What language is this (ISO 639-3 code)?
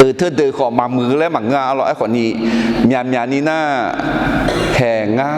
ahk